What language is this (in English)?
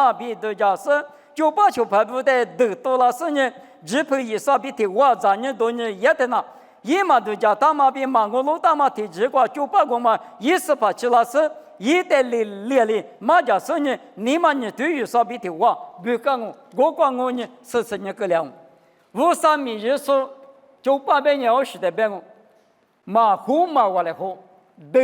Lisu